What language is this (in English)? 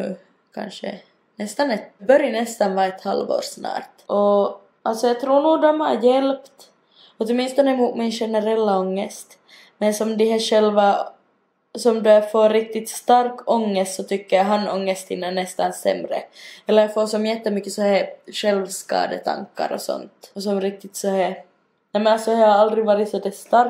Swedish